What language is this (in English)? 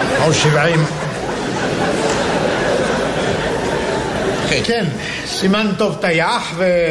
Hebrew